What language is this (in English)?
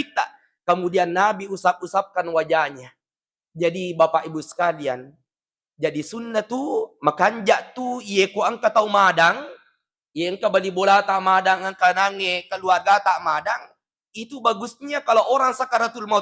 Buginese